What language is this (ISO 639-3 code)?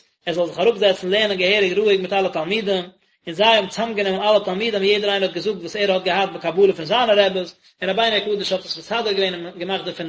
yid